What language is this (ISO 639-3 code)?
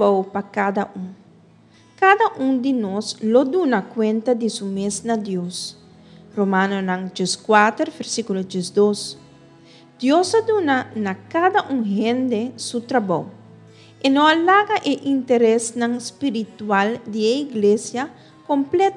pap